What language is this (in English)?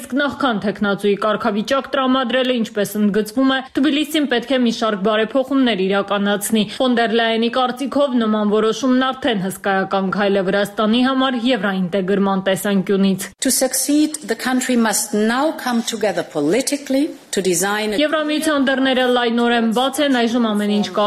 Armenian